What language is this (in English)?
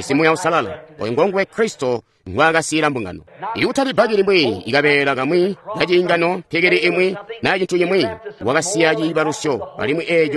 Tonga (Zambia)